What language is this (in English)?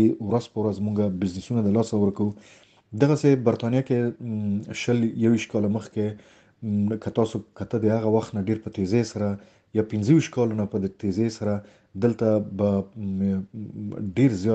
Pashto